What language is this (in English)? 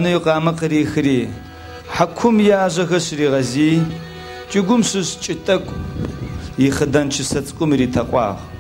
Adyghe